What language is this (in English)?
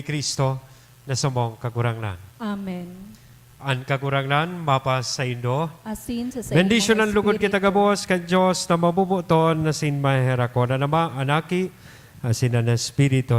Bikol